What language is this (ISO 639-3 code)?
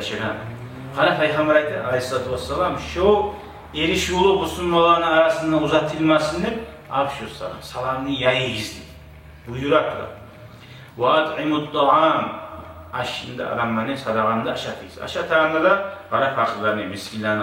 kum